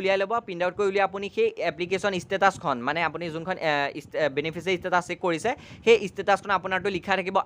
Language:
Assamese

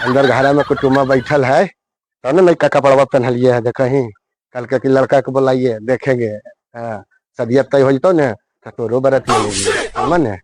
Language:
Magahi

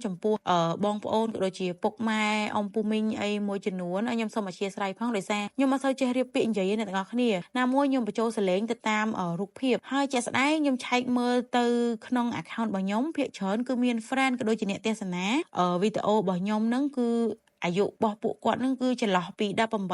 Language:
Khmer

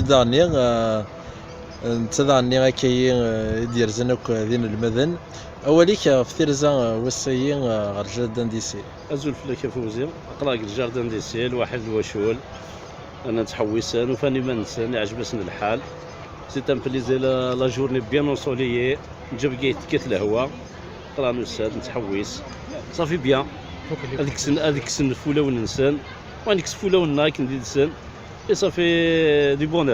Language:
Kabyle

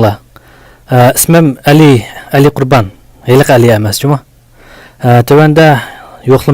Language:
Uyghur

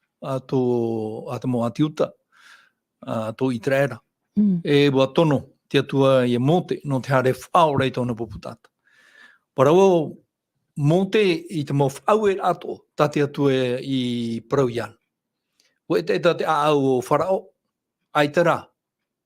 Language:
Tahitian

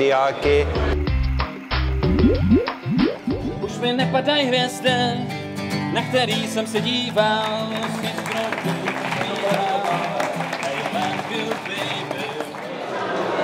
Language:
Czech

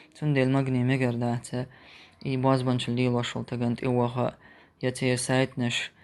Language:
Chechen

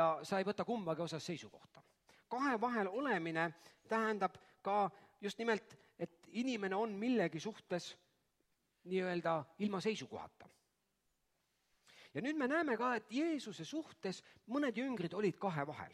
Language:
Estonian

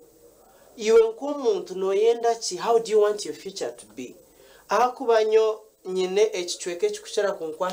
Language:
Nyankole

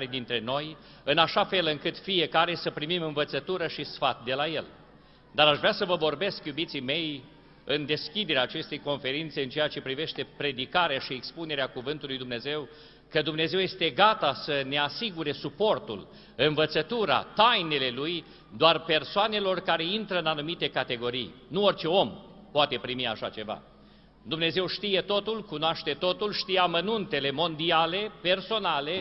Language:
Romanian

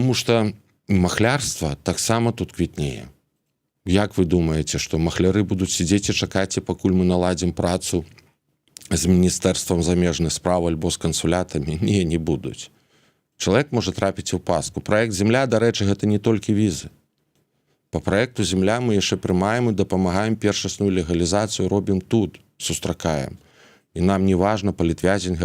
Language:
Belarusian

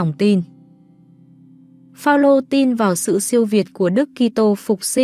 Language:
Vietnamese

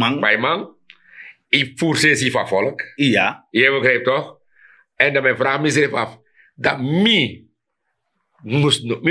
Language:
Sranan Tongo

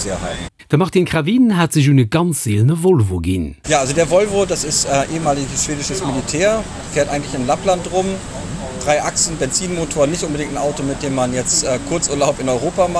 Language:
Luxembourgish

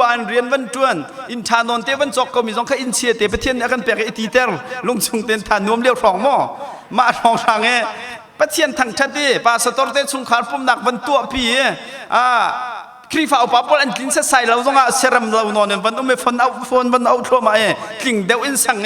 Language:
Hakha Chin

